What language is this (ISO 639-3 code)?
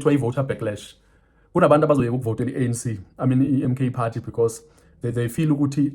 zul